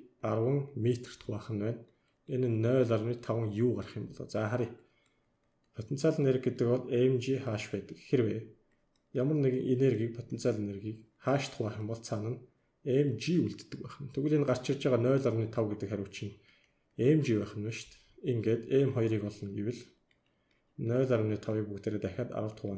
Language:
Mongolian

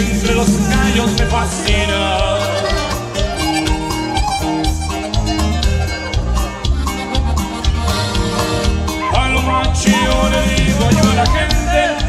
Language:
Spanish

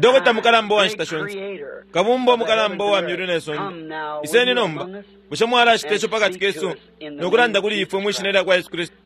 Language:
Bemba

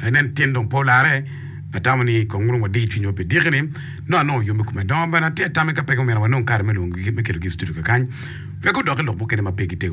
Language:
Acoli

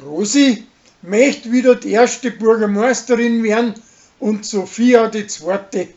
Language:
Bavarian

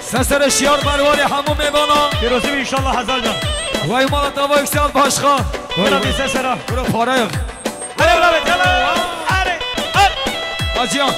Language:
Kurdish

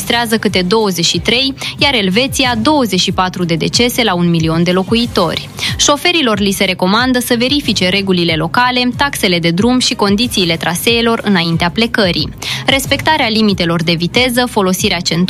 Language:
Romanian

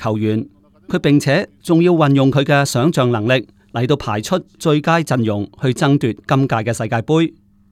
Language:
Cantonese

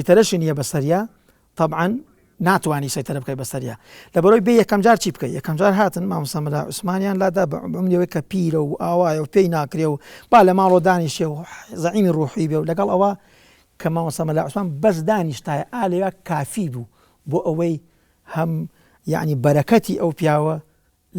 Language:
Central Kurdish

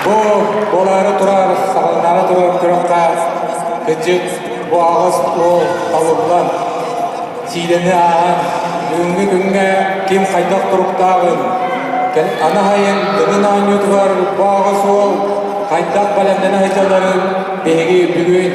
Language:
Yakut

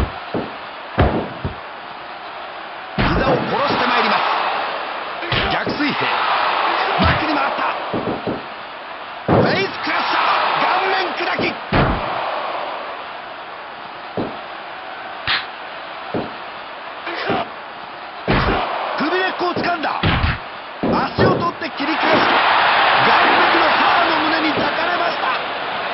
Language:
Japanese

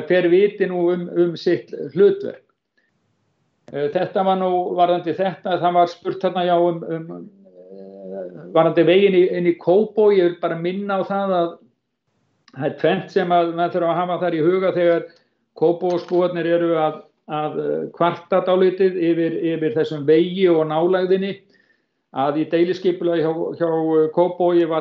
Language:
Icelandic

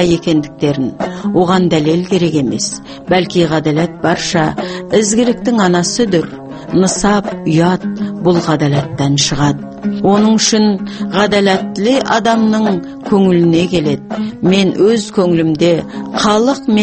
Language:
Kazakh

